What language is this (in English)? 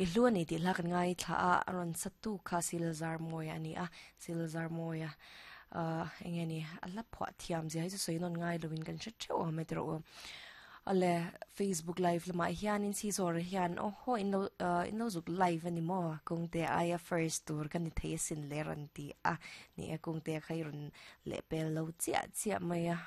Mizo